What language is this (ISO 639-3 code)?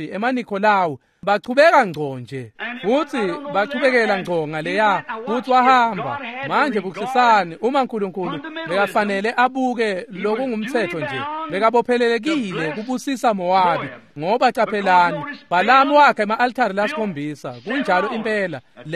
ssw